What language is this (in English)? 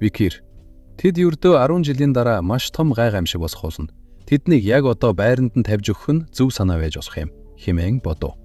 Mongolian